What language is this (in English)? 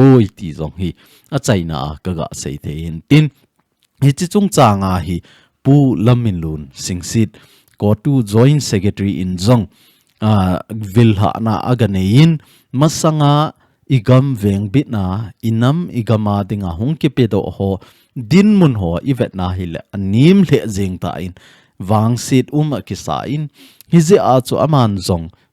Thado Chin